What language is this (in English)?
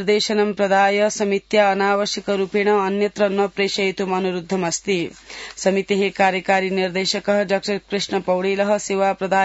Sanskrit